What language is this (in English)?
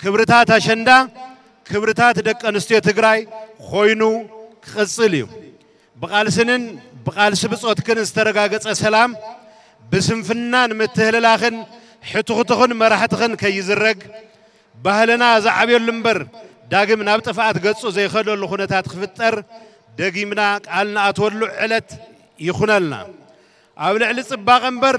Tigrinya